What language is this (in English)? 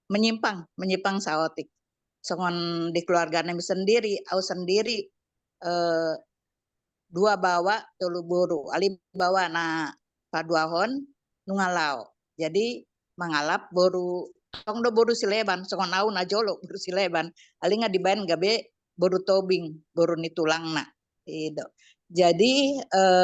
Batak Toba